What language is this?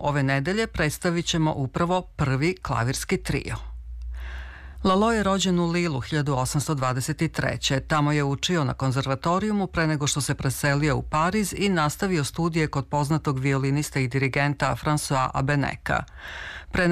Serbian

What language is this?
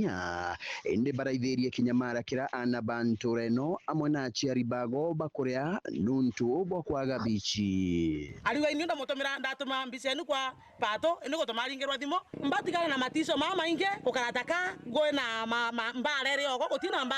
Meru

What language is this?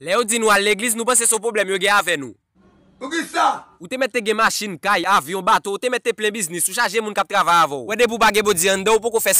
Haitian Creole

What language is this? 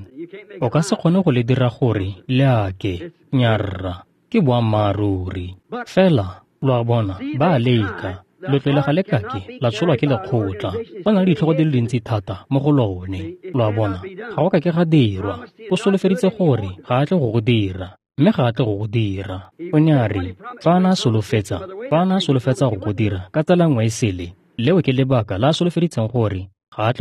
Tswana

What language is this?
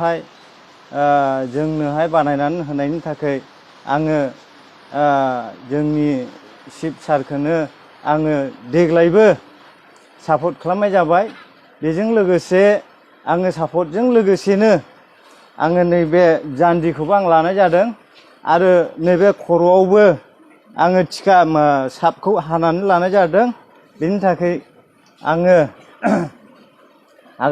Bodo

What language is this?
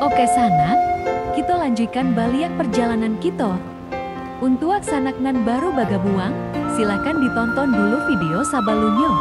Minangkabau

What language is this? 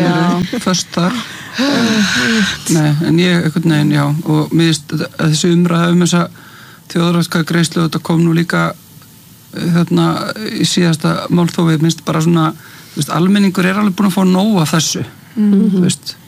Icelandic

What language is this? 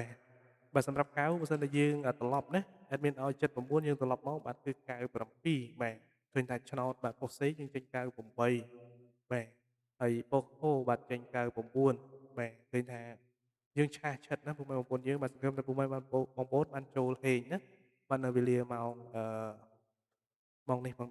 Khmer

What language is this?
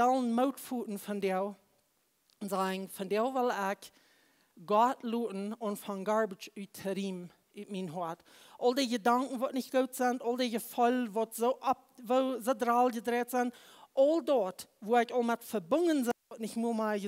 Plautdietsch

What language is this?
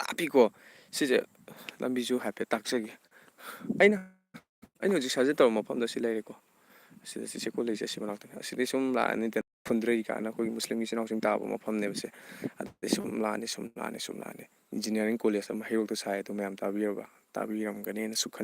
Manipuri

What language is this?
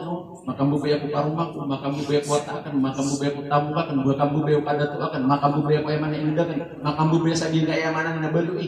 Maranao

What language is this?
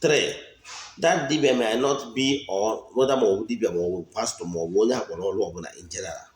Igbo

